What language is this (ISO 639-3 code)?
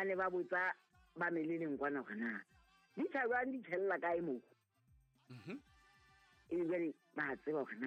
sot